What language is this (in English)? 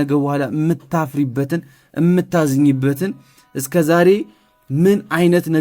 Amharic